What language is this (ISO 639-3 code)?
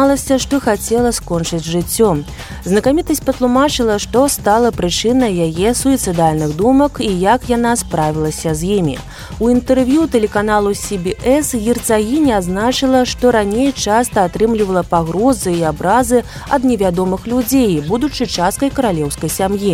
bel